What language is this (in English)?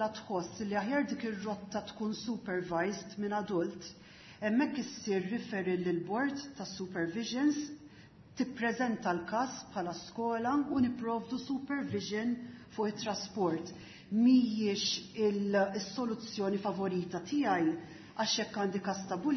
Maltese